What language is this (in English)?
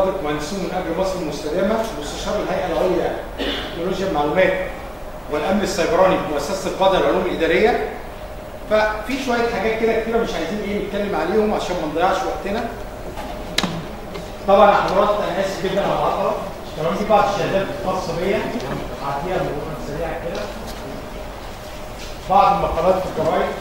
Egyptian Arabic